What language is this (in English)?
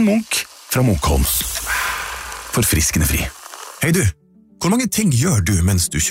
Norwegian